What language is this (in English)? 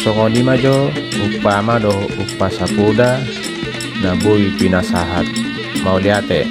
Batak Toba